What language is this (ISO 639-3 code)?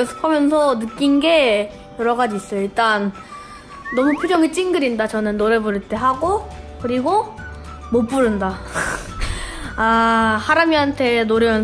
kor